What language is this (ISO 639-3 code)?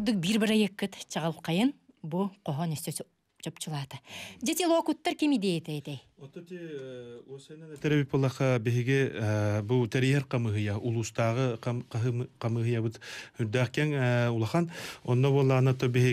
sah